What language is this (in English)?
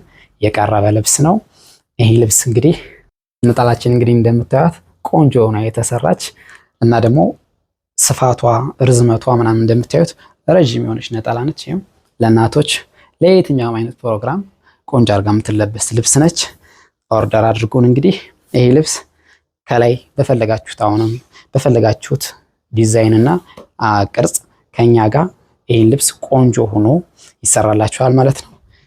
Amharic